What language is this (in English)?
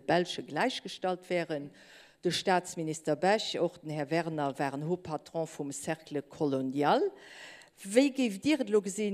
Luxembourgish